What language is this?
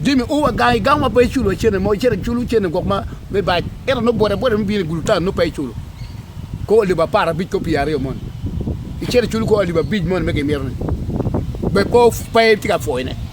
Acoli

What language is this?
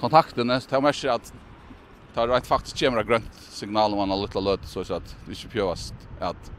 Faroese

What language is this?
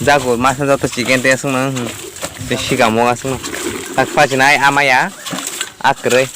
Kok Borok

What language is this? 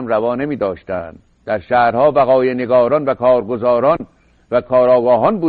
Persian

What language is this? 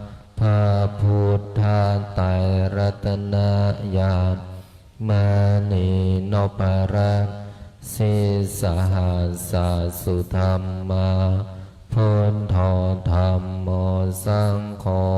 Pali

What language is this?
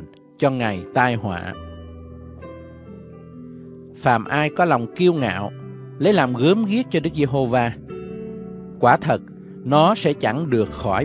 Vietnamese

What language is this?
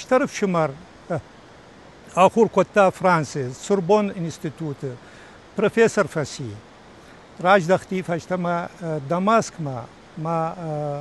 Ossetic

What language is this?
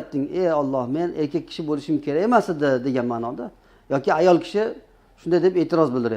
Uzbek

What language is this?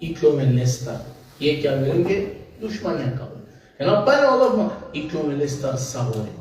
Balkan Romani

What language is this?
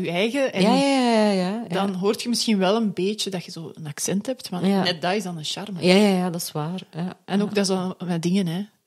Dutch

